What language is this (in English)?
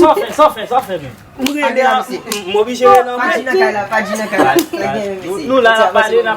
Haitian Creole